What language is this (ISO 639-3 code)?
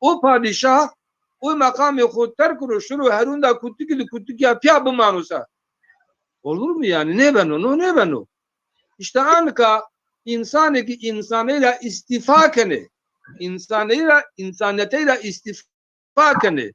zza